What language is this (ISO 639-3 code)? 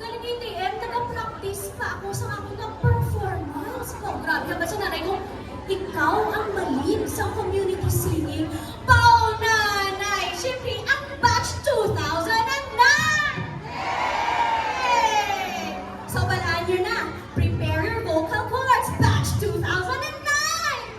hil